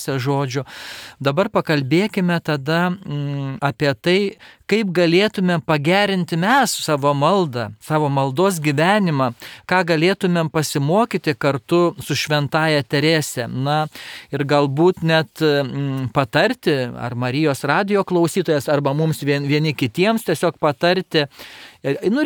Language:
Lithuanian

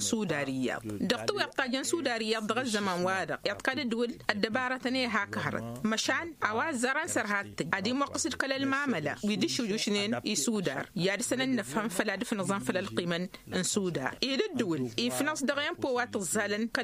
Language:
Tamasheq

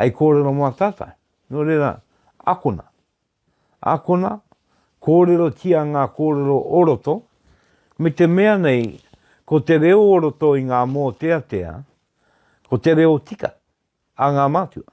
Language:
Māori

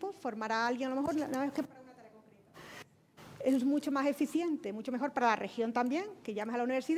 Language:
Spanish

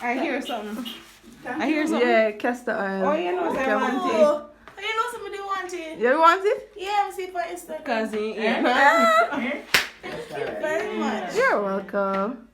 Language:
Jamaican Creole English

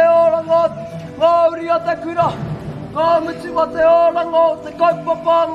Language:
Māori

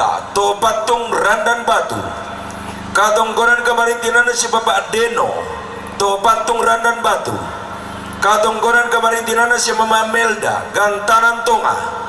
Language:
Toraja-Sa'dan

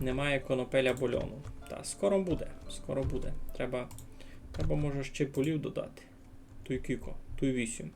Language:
Rusyn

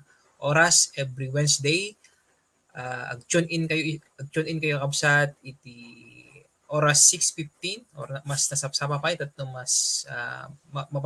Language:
Iloko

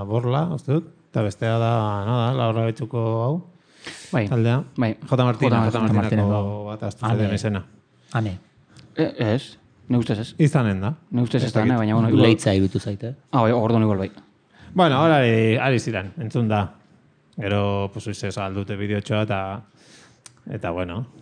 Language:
Basque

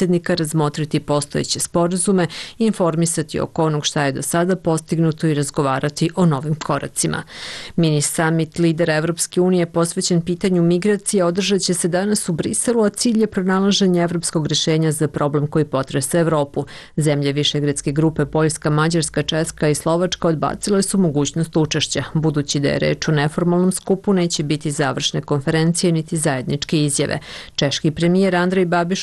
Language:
Bosnian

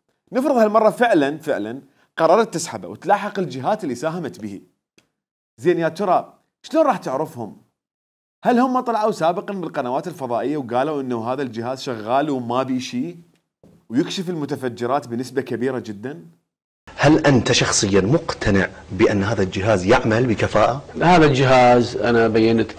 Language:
Mesopotamian Arabic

